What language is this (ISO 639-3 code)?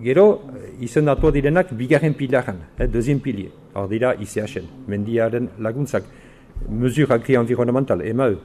eus